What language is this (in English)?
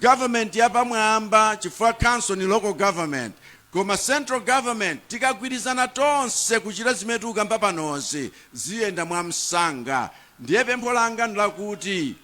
Nyanja